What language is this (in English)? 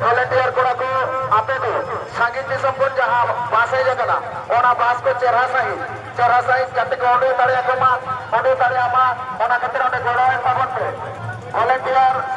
Santali